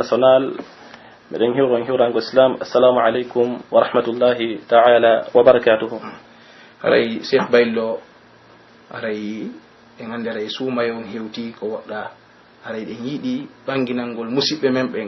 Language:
Pular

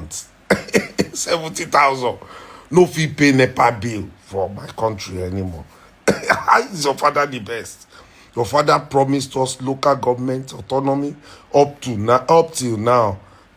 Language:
Nigerian Pidgin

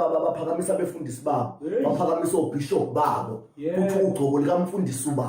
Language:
Zulu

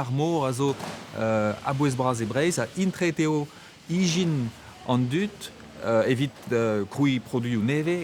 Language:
Breton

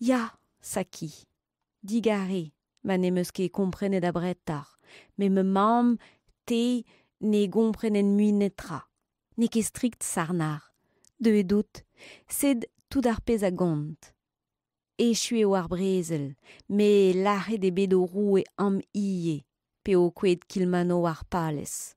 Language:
Breton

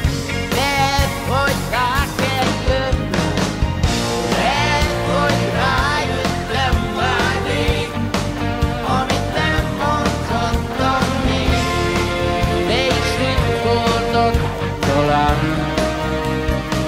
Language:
Hungarian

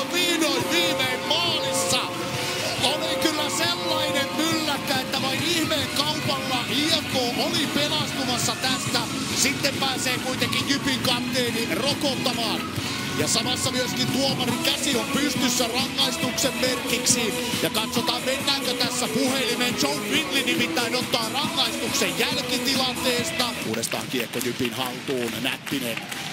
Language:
Finnish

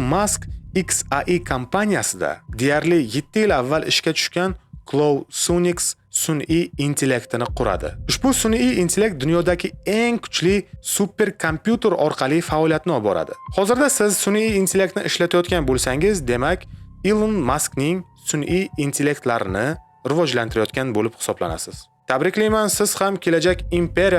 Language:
Uzbek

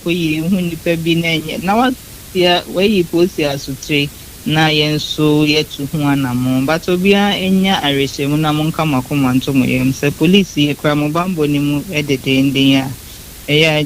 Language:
Akan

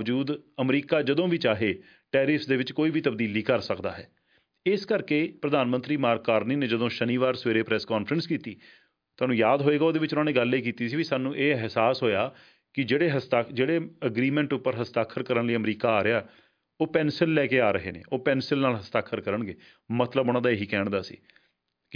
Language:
Punjabi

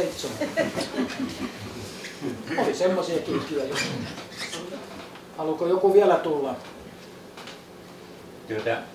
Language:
Finnish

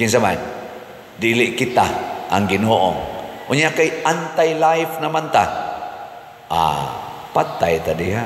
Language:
Cebuano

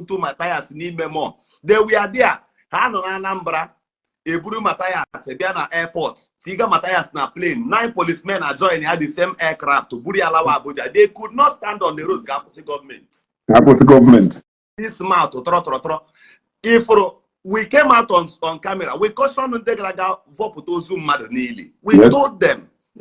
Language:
Igbo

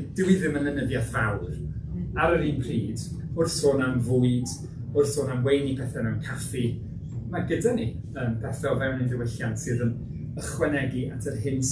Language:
Welsh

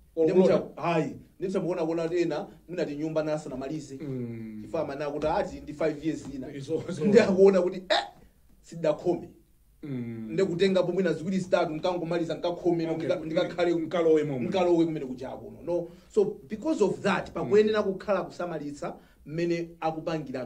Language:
Nyanja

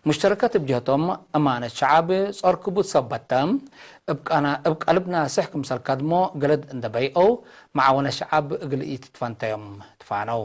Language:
Tigre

